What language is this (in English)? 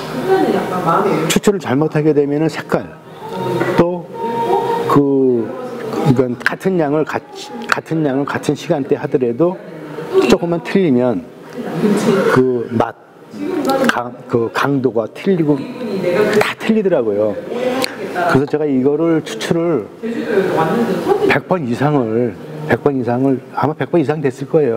Korean